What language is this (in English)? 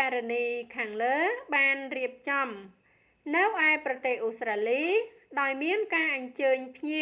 Khmer